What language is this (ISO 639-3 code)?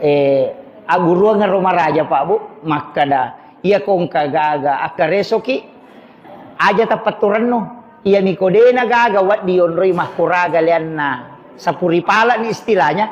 bug